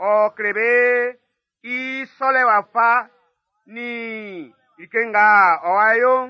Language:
Baoulé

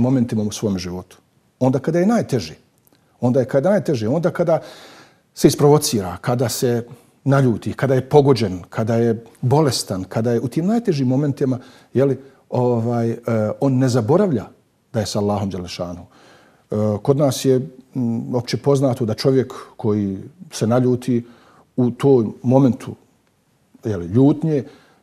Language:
Bosnian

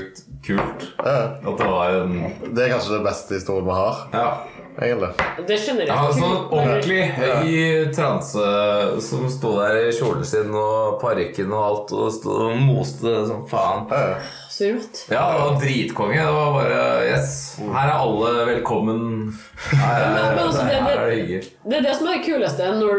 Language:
Norwegian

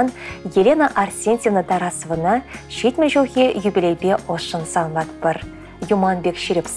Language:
Chuvash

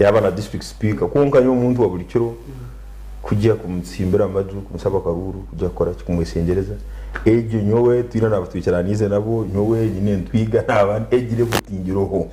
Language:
Nyankole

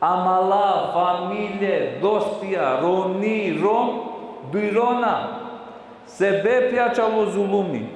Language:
Balkan Romani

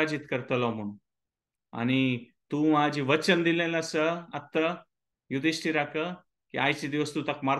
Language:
Konkani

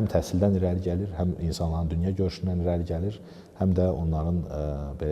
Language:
Azerbaijani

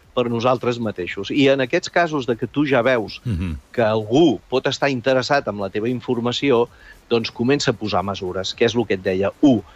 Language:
Catalan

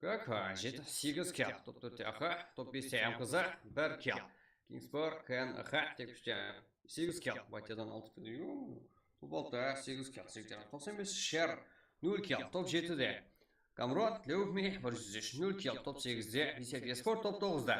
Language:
Kara-Kalpak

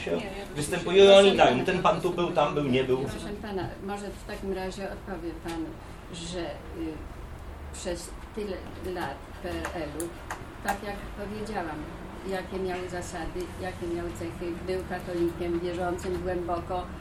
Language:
Polish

